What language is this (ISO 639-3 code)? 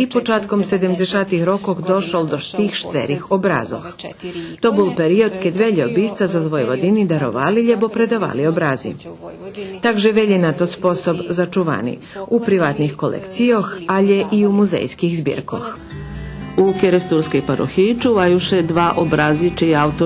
rue